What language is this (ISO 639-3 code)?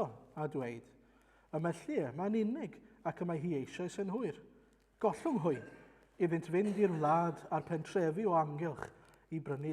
cym